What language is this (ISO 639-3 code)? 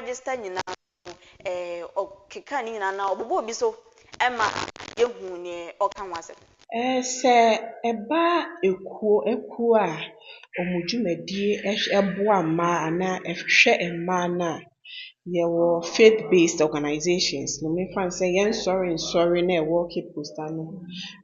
aka